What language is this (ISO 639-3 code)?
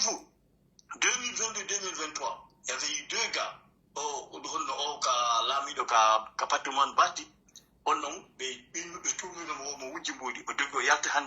fuf